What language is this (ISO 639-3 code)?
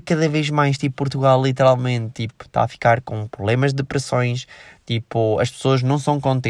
por